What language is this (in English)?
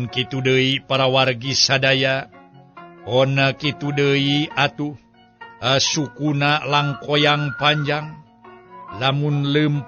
Sundanese